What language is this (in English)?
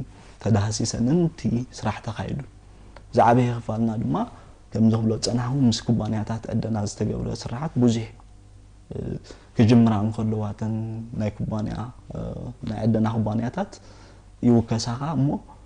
Tigrinya